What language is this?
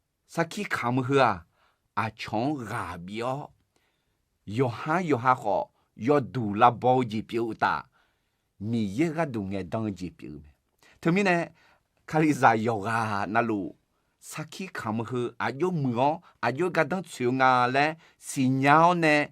Akha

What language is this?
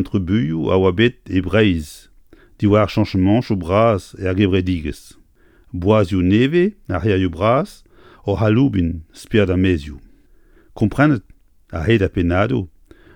Breton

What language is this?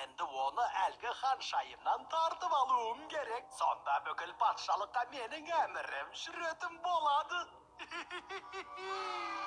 Kazakh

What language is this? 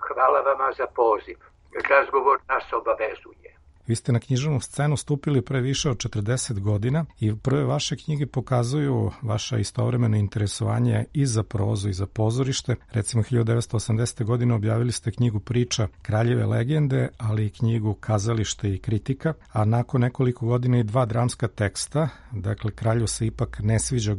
Serbian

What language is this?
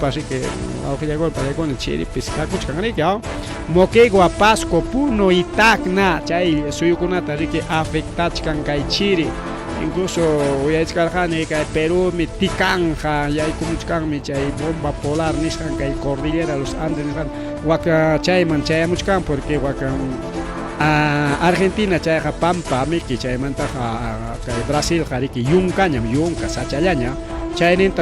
Ayacucho Quechua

